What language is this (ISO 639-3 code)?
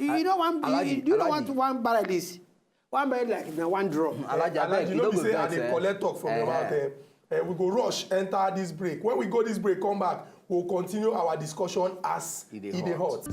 pcm